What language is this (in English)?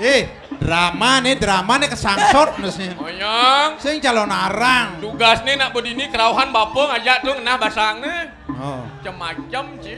Balinese